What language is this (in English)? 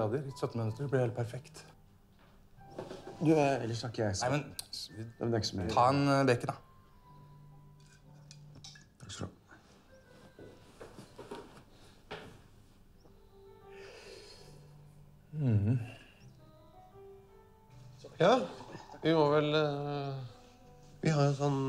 Norwegian